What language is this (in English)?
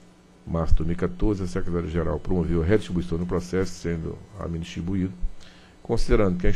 Portuguese